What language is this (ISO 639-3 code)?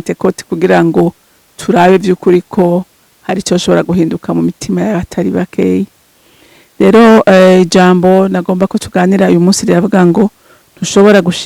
run